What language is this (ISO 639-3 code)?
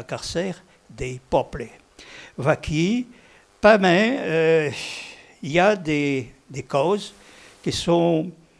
oci